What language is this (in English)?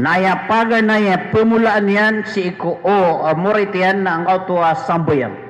Maranao